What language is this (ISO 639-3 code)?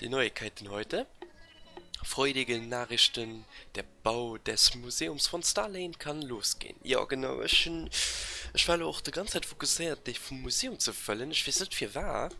ltz